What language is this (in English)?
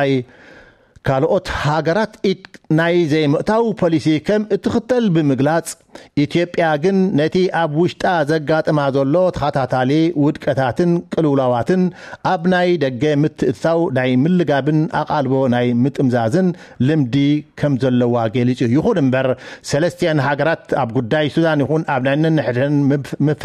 Tigrinya